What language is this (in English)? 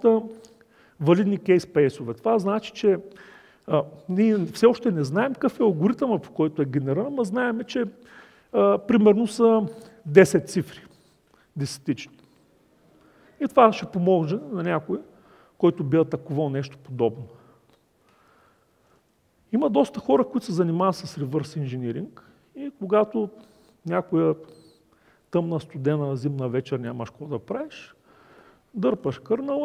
Bulgarian